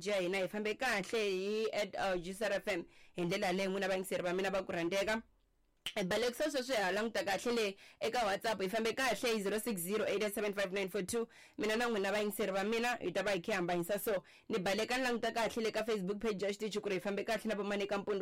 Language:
Tsonga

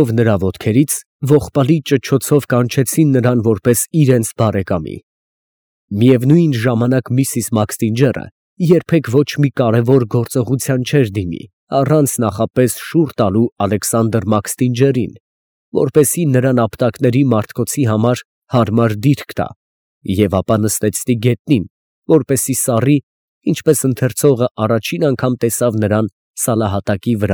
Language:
Armenian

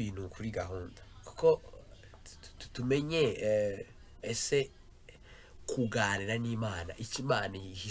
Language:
Kinyarwanda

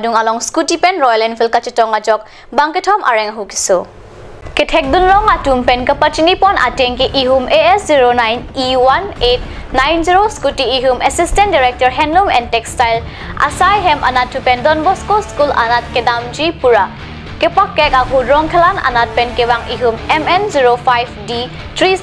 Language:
Karbi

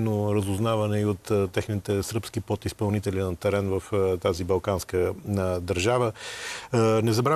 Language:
Bulgarian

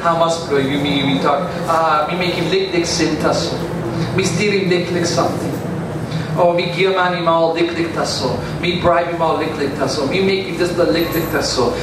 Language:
Tok Pisin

